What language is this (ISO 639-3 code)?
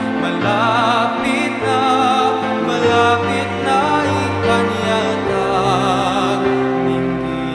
pam